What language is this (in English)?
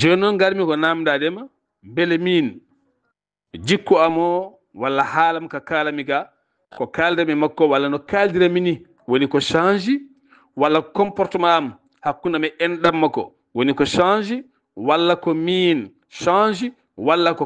Fula